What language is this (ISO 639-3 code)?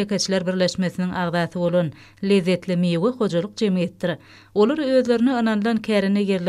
tuk